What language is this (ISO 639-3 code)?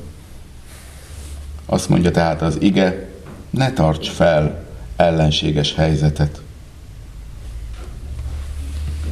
hun